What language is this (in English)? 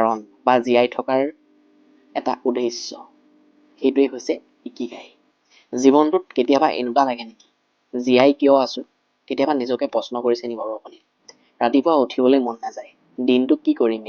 Assamese